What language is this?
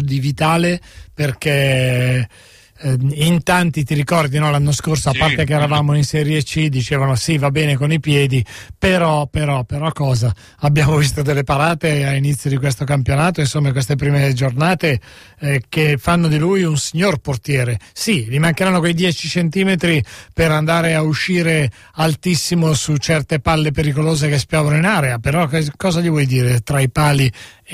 Italian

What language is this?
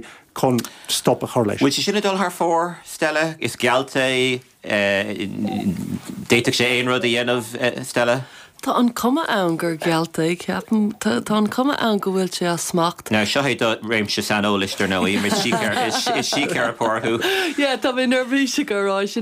Irish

